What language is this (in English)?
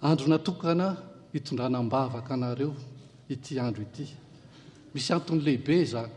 Malagasy